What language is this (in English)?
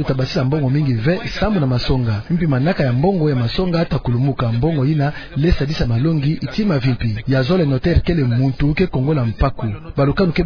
Kituba (Democratic Republic of Congo)